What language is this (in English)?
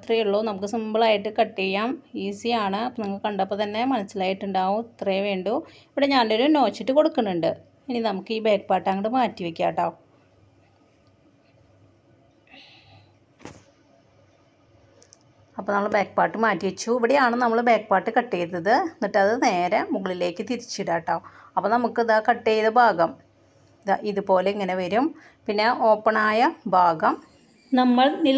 Malayalam